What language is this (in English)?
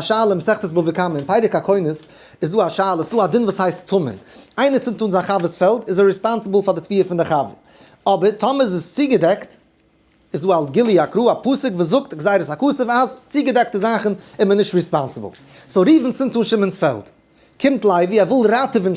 Yiddish